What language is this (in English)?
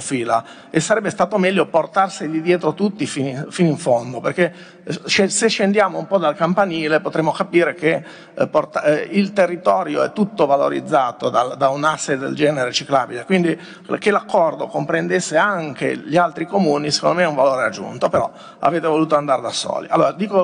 Italian